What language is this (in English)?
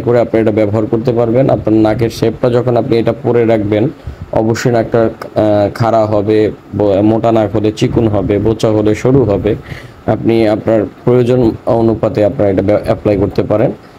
Bangla